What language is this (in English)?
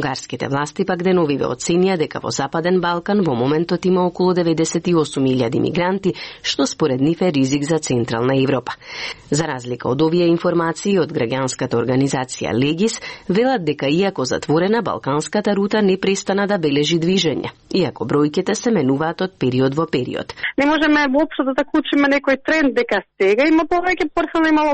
Macedonian